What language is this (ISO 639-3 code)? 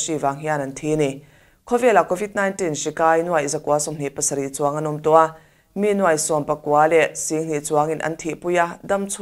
lus